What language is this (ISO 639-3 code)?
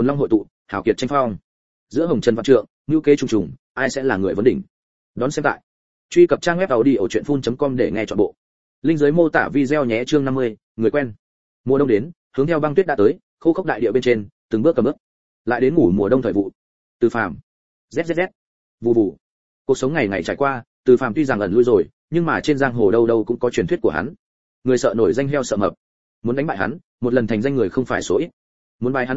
vie